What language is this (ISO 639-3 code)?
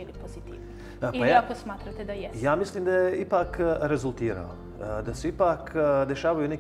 bos